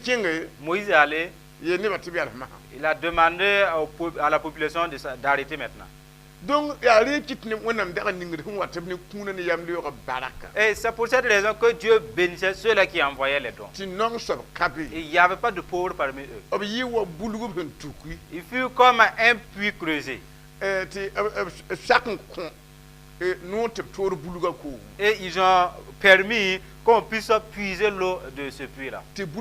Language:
Mossi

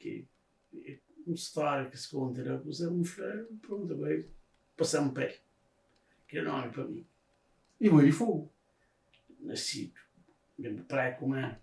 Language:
Kabuverdianu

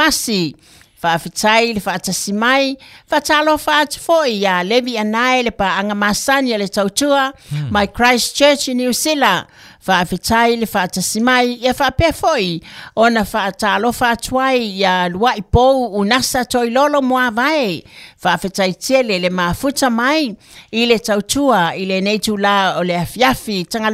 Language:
Samoan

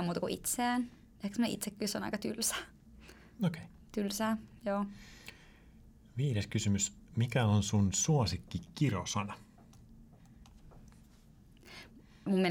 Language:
Finnish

